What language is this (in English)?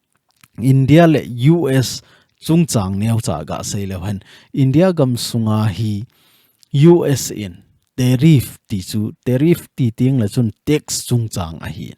Thado Chin